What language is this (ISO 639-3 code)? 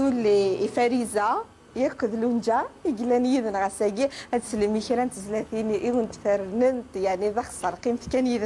kab